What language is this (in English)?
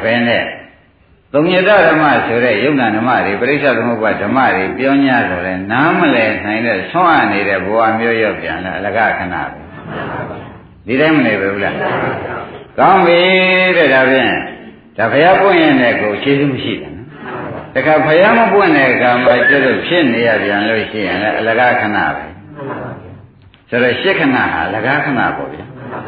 Burmese